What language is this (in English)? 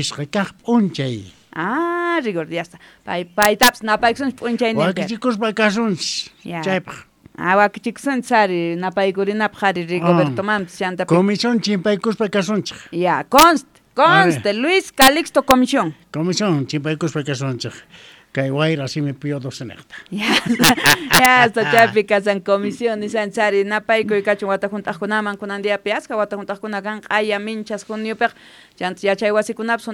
South Bolivian Quechua